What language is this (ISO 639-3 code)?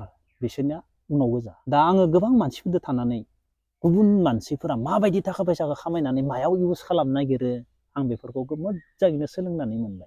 brx